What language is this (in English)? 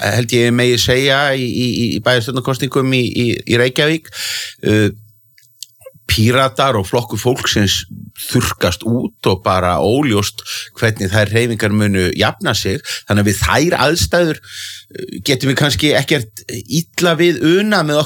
Icelandic